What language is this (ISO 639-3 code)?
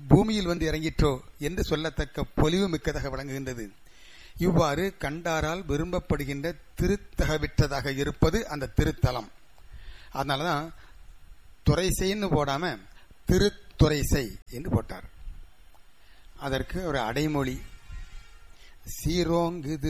tam